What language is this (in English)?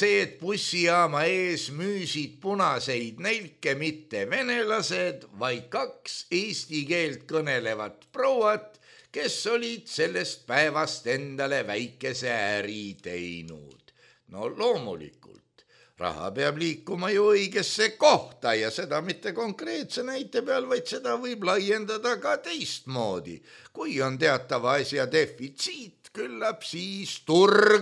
Estonian